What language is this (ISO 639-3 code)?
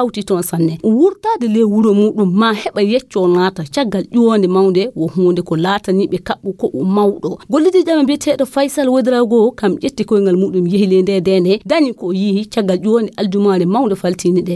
ful